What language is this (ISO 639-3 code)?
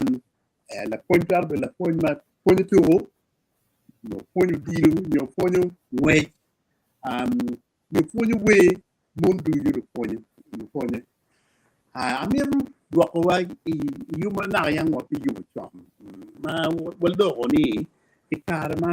ach